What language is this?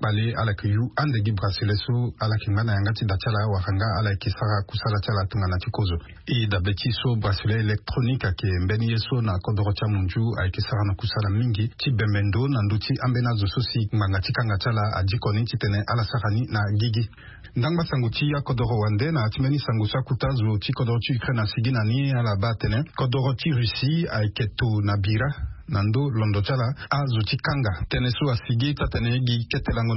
Sango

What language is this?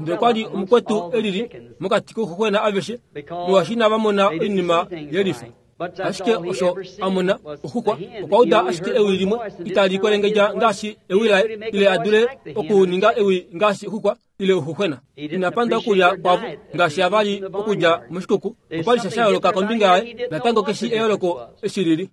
Kuanyama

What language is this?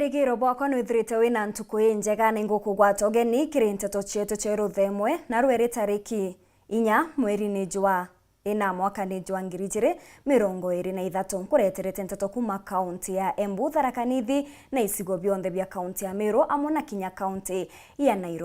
Meru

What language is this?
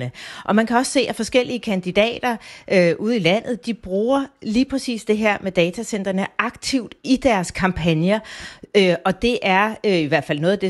Danish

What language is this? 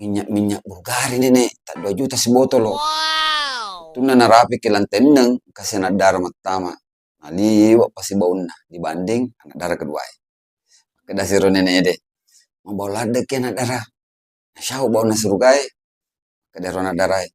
Buginese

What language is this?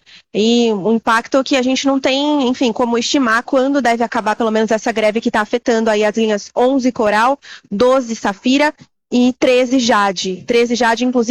Portuguese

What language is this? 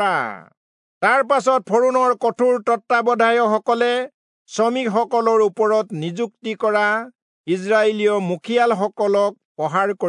Assamese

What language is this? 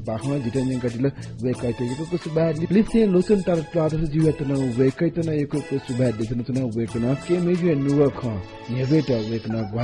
Newari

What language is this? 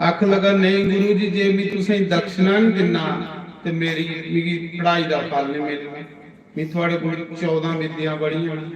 Dogri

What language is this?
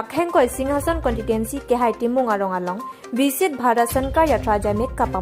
Karbi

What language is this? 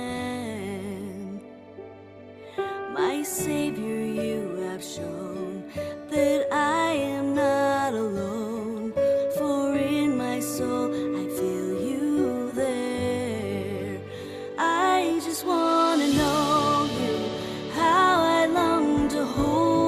English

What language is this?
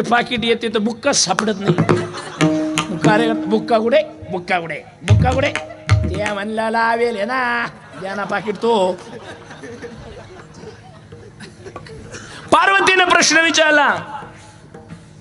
Marathi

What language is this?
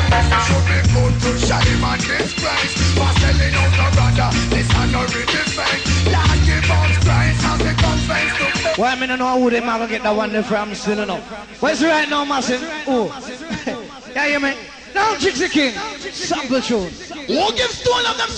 Jamaican Creole English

